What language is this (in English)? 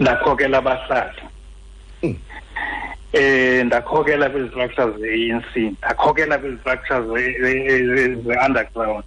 Xhosa